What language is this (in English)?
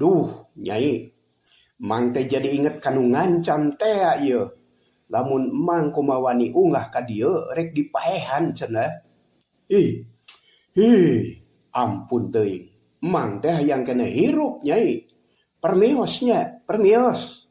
Sundanese